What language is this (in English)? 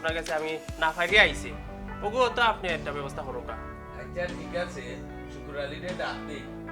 Sylheti